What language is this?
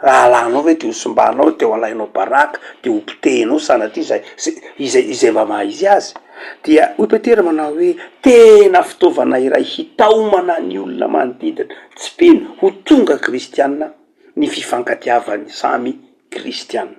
Malagasy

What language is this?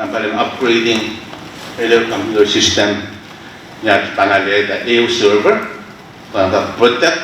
Pohnpeian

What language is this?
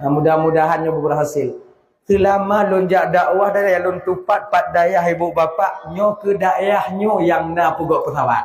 Achinese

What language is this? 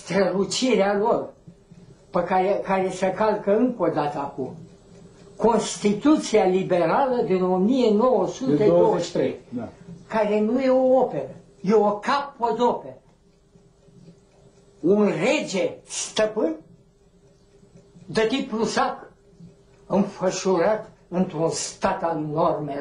Romanian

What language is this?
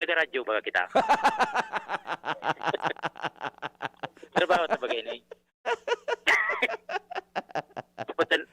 Bikol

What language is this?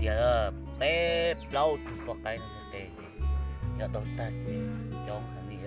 Hmong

